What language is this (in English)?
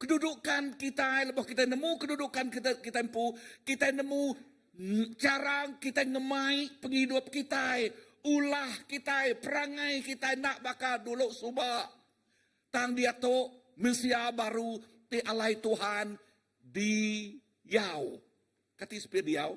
Iban